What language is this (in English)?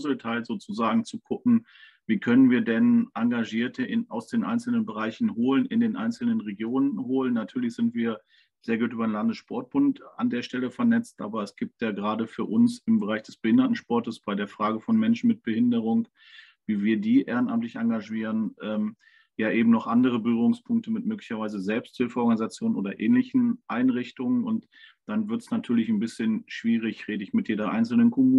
German